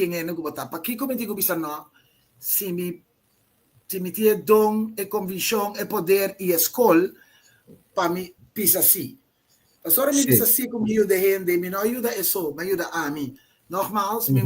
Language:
Papiamento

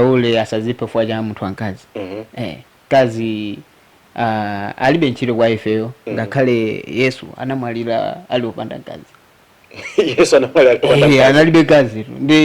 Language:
Nyanja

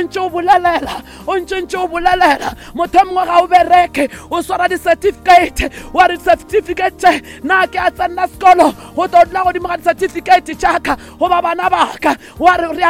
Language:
Northern Sotho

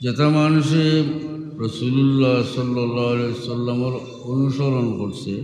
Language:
Sylheti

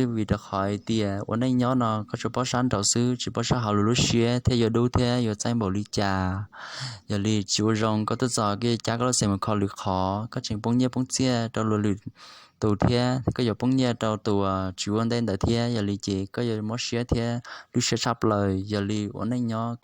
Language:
Hmong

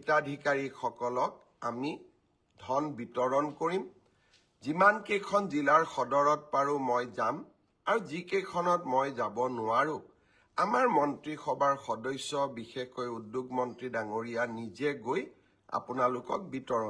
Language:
Assamese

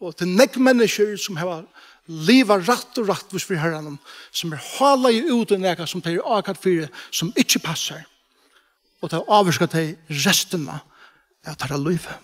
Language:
Faroese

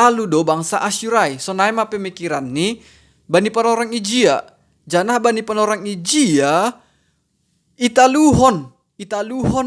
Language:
Batak Simalungun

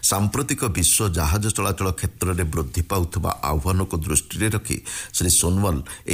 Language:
Odia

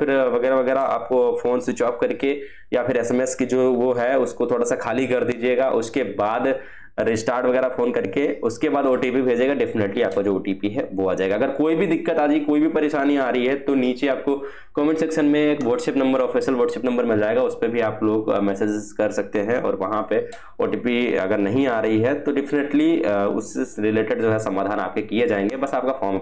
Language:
Hindi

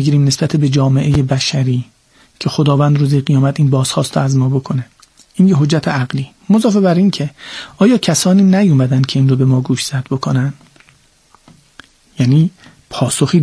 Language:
Persian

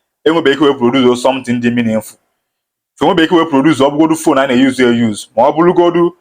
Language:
Igbo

